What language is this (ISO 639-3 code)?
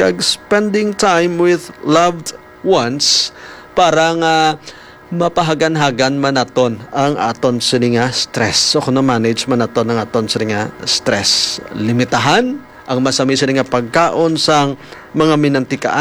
hil